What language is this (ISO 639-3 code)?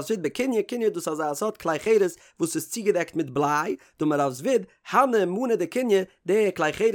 yid